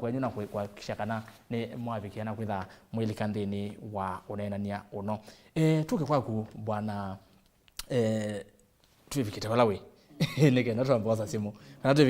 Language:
Kamba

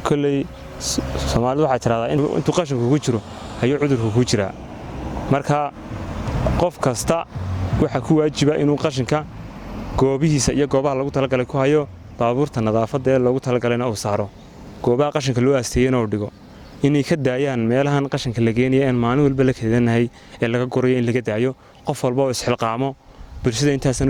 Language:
Somali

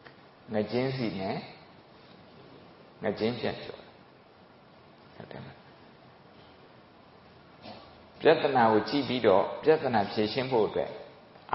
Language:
Burmese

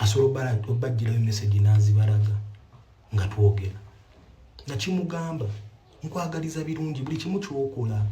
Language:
Ganda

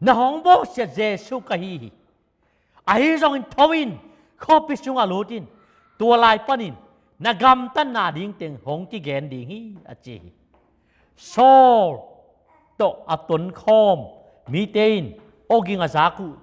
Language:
Tedim Chin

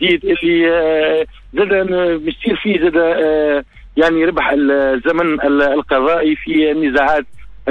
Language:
Tunisian Arabic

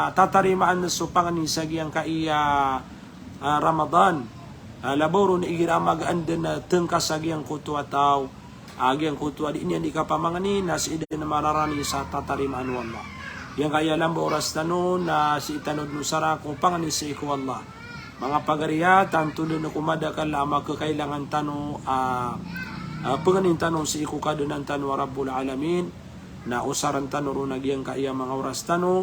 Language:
Maranao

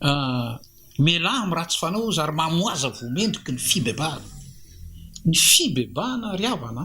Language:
Malagasy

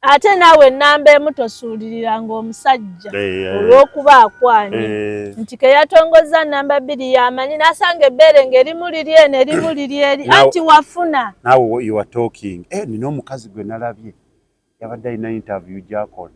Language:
Ganda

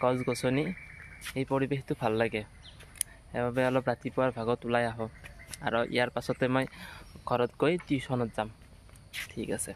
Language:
Assamese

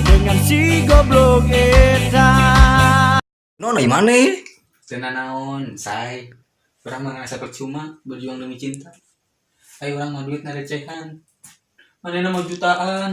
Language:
Sundanese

